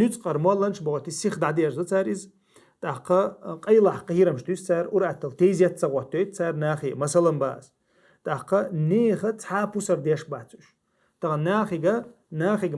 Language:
Chechen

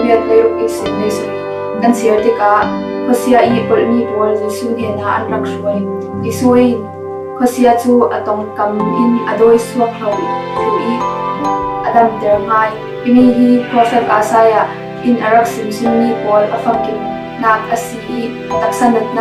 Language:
Falam Chin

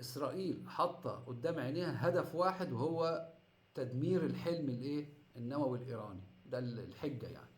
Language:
Egyptian Arabic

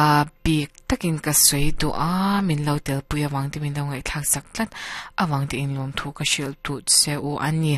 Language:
Mizo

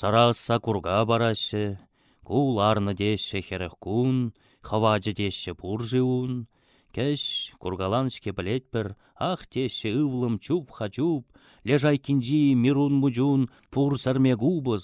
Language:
Chuvash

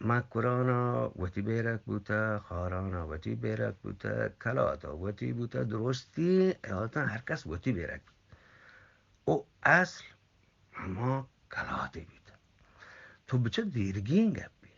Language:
Eastern Balochi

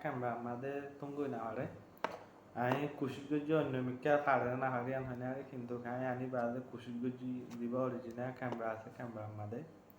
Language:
Rohingya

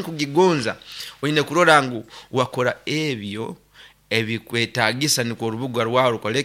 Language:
Nyoro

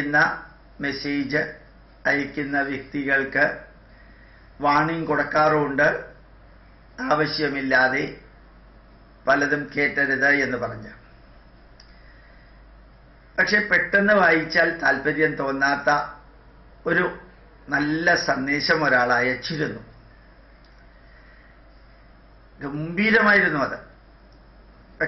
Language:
Malayalam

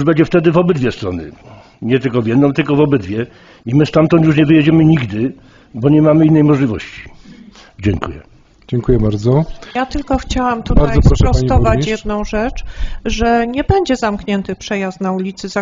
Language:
Polish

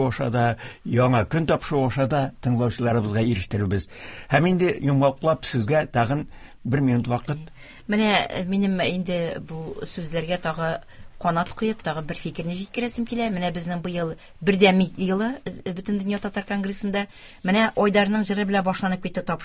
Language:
Tatar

